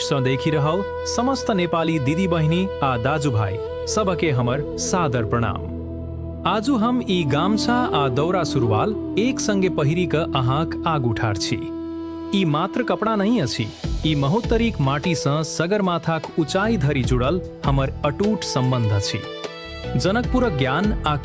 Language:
Maithili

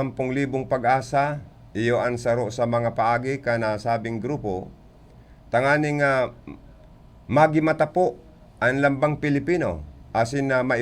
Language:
Bikol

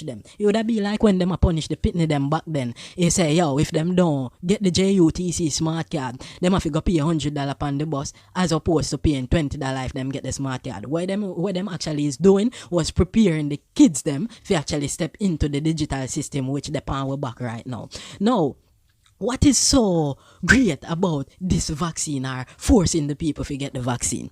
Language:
Jamaican Creole English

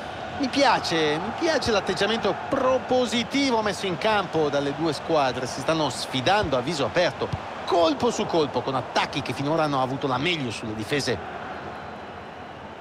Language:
Italian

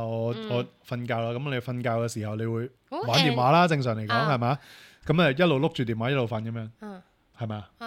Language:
Cantonese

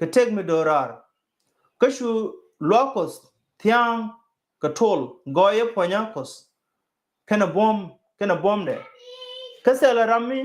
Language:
Nuer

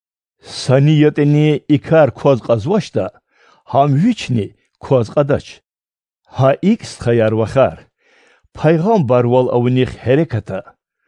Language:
Lezghian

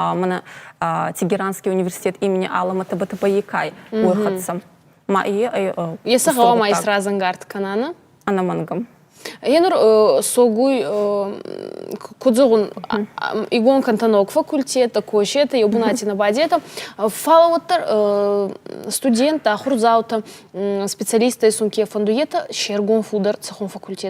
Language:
Ossetic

